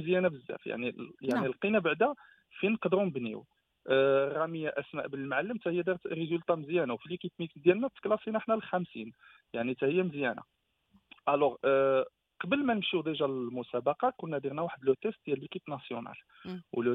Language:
Moroccan Arabic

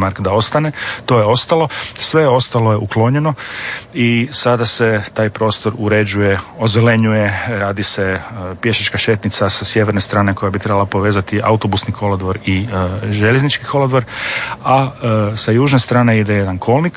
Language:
Croatian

